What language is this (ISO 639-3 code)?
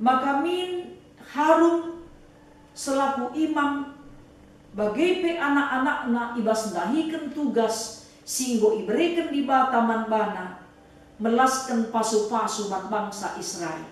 btx